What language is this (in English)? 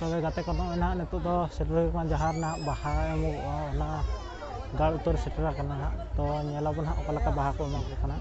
Santali